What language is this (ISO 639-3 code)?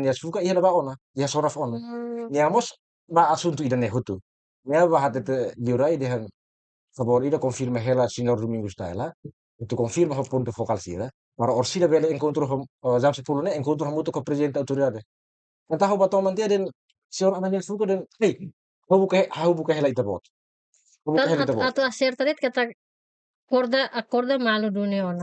tet